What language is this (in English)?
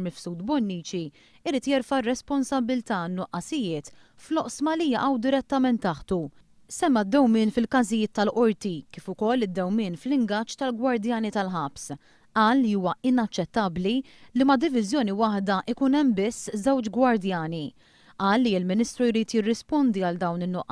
Maltese